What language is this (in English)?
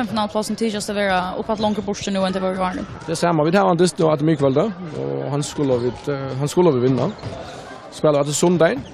Faroese